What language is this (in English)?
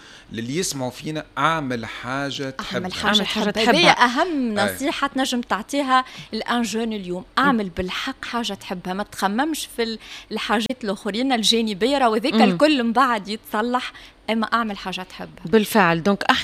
Tunisian Arabic